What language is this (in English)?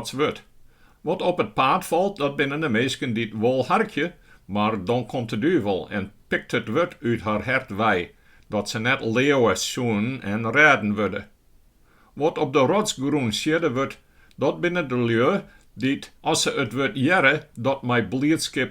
Western Frisian